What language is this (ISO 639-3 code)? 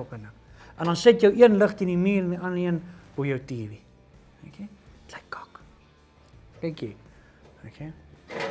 afr